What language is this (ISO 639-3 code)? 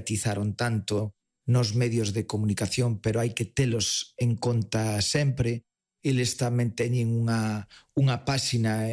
glg